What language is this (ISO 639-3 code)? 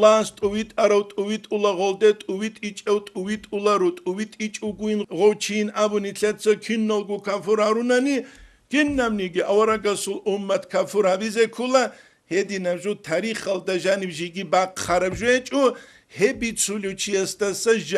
ava